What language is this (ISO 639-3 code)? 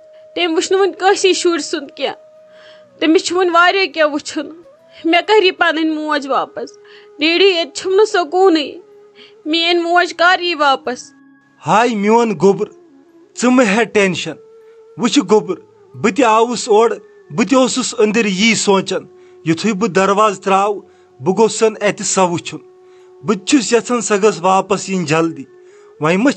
kas